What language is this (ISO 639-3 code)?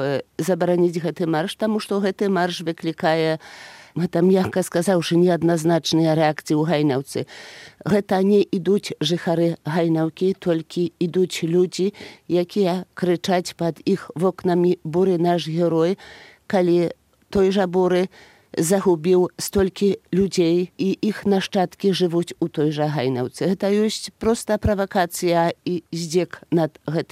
bel